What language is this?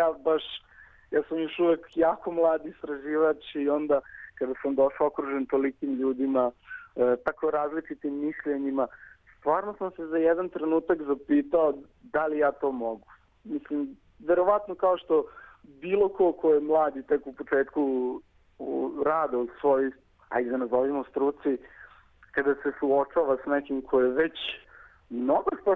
Serbian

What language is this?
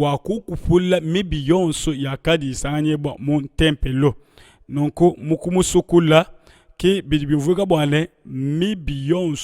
Luba-Lulua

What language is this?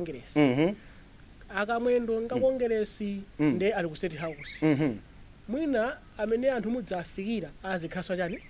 Nyanja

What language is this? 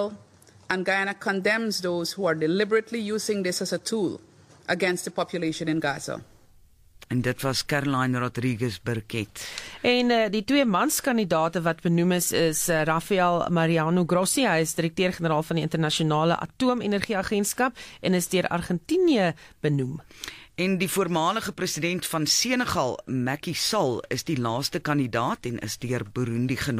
Afrikaans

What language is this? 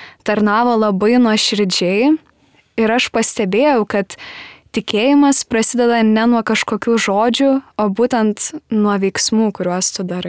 Lithuanian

